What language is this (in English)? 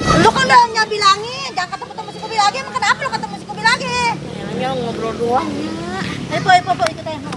Betawi